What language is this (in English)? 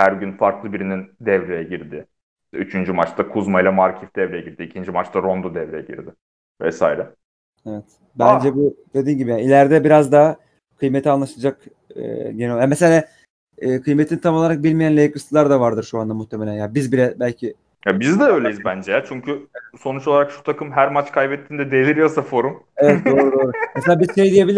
Turkish